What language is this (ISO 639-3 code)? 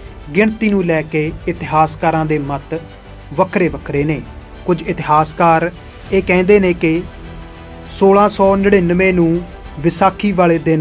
pan